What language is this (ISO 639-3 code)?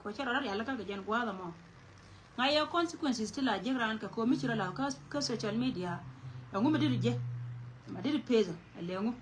nus